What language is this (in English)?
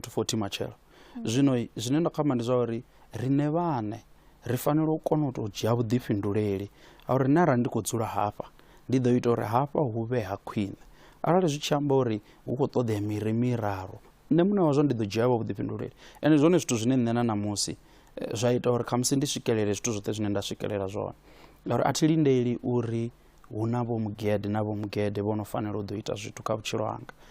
Venda